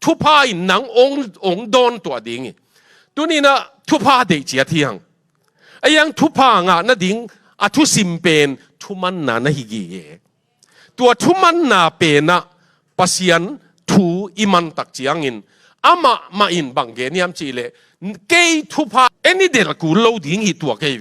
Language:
Tedim Chin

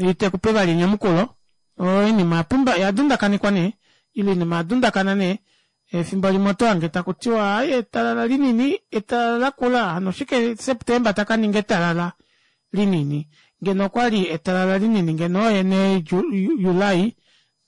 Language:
Kuanyama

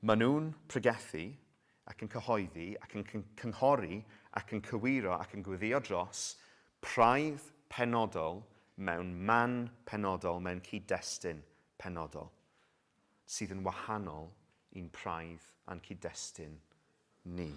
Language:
Welsh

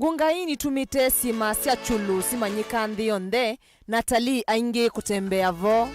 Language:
Kamba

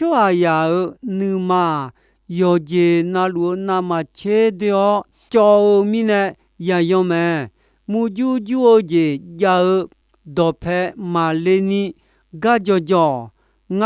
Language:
Akha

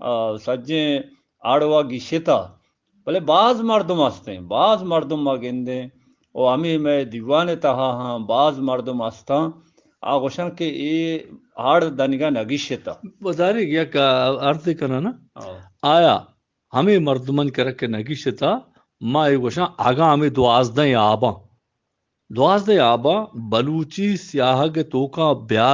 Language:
Eastern Balochi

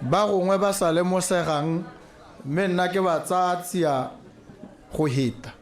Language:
Tswana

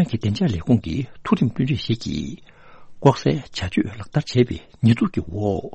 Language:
Tibetan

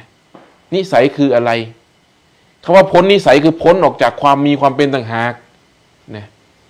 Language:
Thai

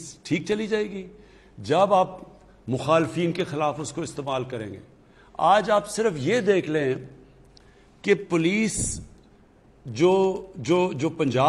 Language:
Urdu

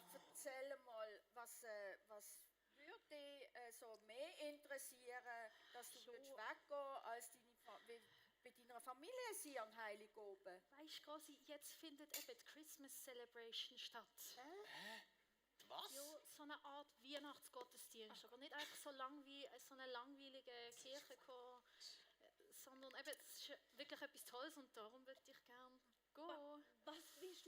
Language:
Swiss German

